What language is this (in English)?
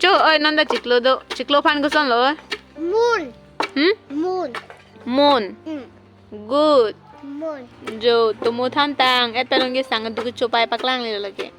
Karbi